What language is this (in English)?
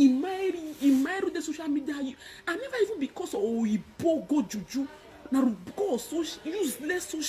Nigerian Pidgin